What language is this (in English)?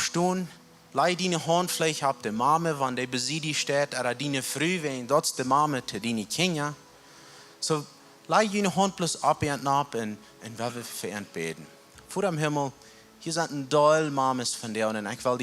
Plautdietsch